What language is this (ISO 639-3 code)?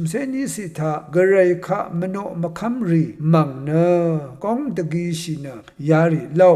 raw